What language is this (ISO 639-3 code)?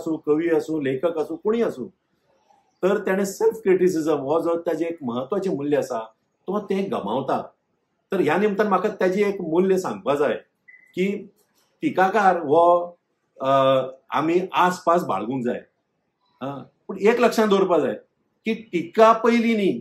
kok